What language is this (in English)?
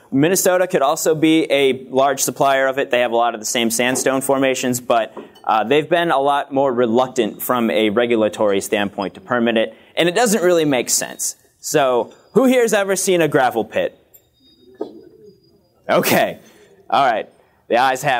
English